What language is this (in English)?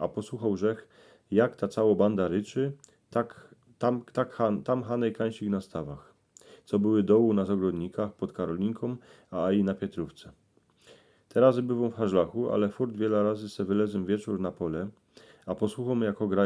Silesian